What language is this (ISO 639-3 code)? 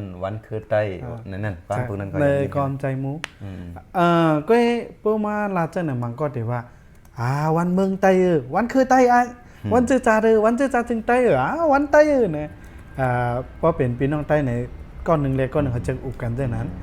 shn